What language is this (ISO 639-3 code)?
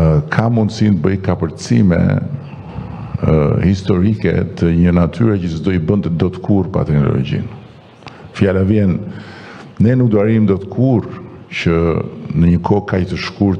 sqi